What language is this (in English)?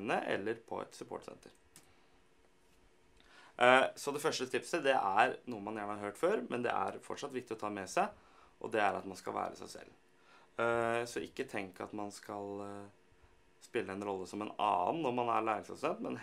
Norwegian